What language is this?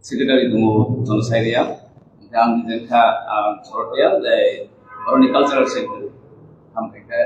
Riang (India)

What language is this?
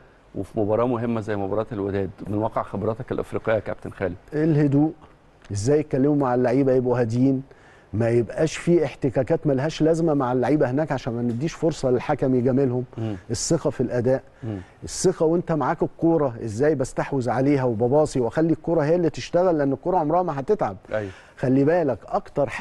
Egyptian Arabic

